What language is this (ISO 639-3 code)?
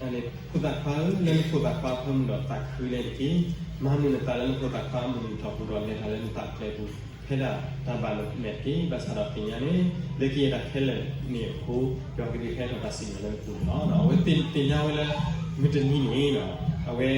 ksw